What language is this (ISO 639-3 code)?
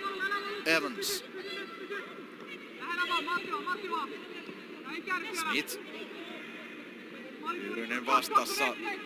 fin